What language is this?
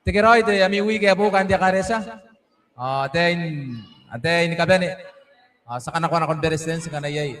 Gilbertese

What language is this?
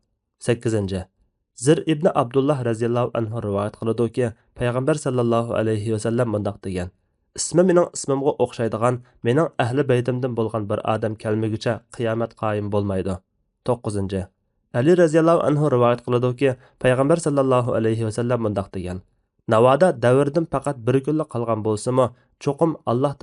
Uyghur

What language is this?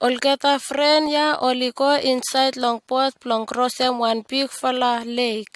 Bislama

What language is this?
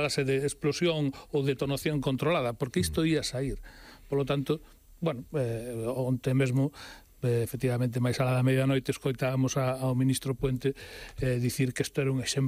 Galician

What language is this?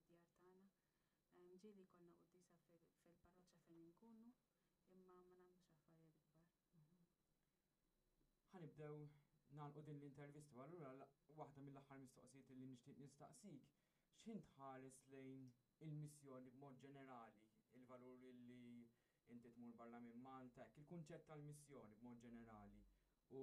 Maltese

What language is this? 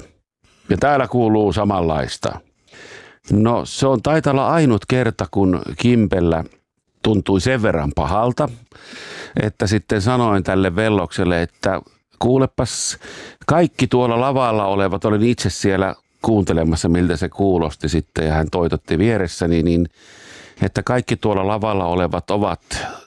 Finnish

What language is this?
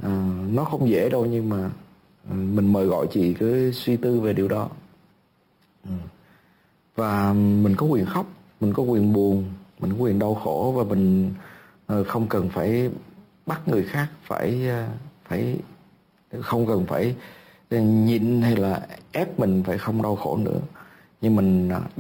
Vietnamese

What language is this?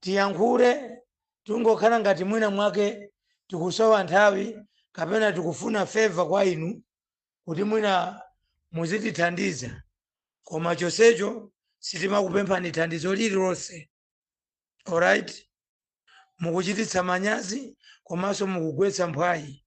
Nyanja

